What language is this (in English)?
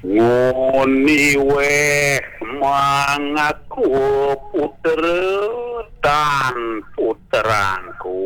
Balinese